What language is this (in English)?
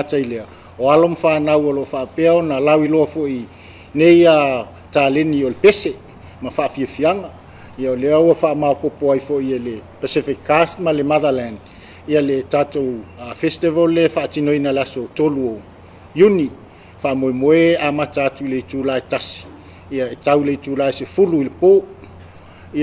Samoan